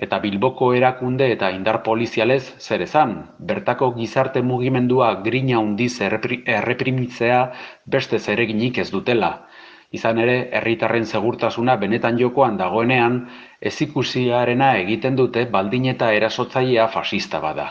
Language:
Basque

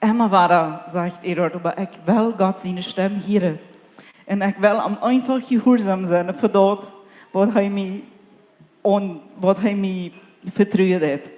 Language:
Plautdietsch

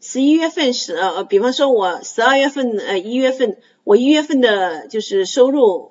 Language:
Chinese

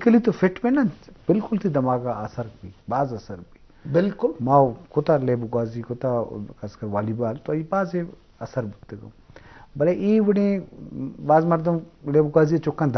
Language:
Eastern Balochi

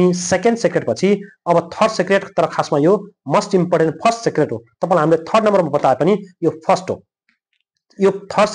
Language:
Nepali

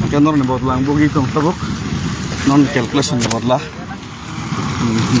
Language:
Kok Borok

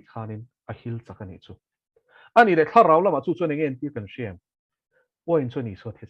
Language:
Mizo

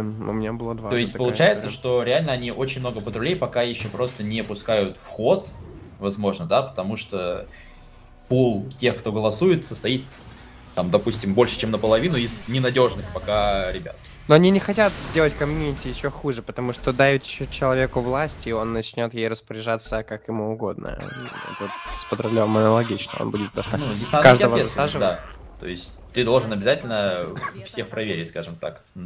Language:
Russian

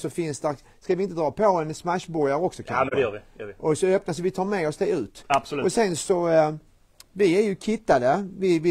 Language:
Swedish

